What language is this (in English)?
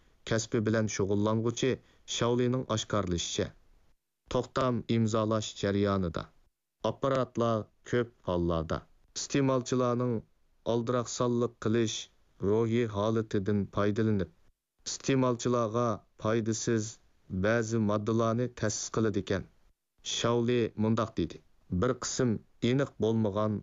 Uyghur